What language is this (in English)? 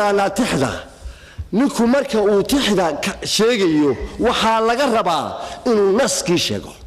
Somali